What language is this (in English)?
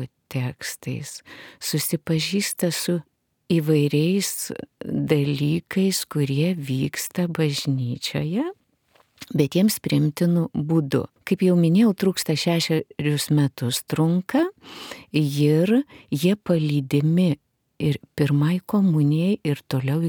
Lithuanian